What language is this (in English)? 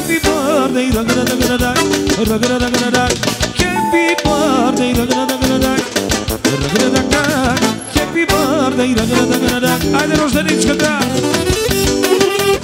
Bulgarian